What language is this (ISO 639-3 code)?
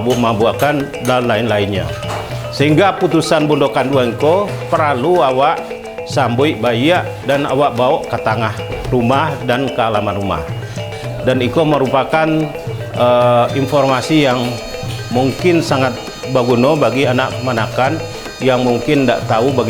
min